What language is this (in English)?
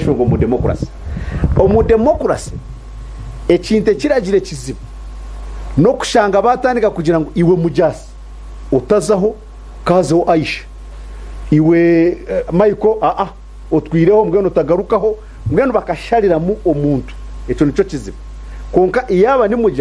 Nyankole